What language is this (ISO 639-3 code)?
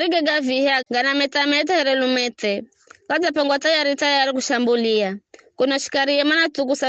nyf